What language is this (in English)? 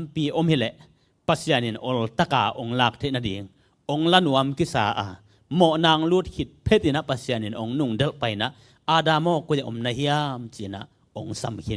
Tedim Chin